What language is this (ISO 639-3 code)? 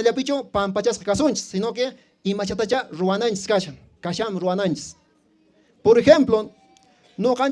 que